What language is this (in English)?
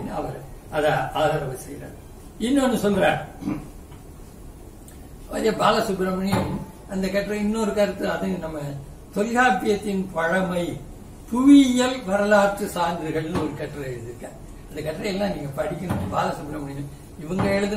Tamil